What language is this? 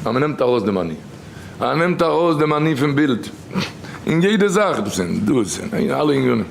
Yiddish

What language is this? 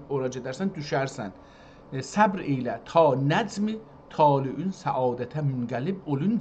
South Azerbaijani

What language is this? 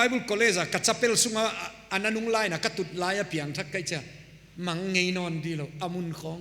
Paite Chin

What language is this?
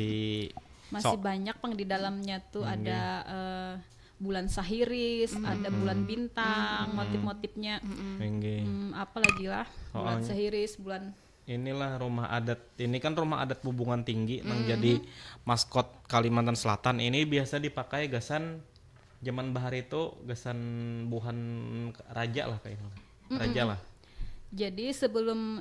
Banjar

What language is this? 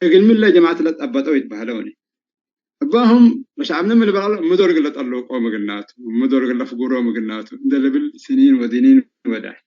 Tigre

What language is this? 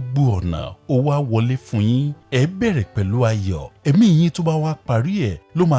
Yoruba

